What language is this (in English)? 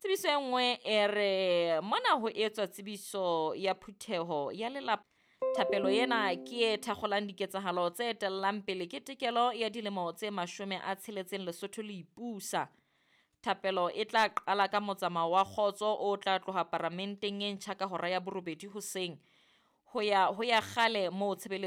Southern Sotho